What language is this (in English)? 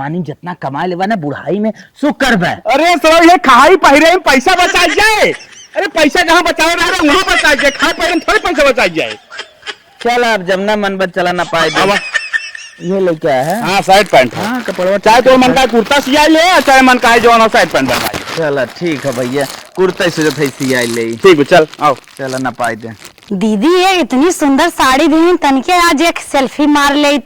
Awadhi